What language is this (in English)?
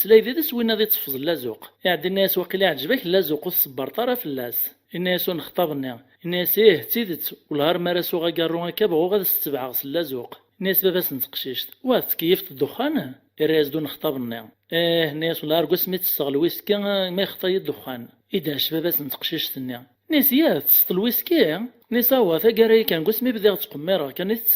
Kabyle